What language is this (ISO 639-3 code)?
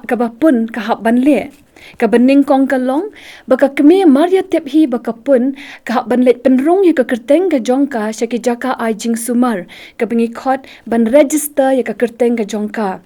kha